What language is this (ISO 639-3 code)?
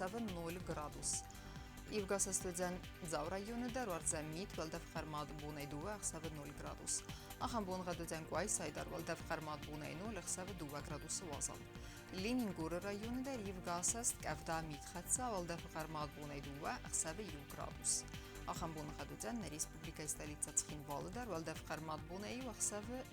oss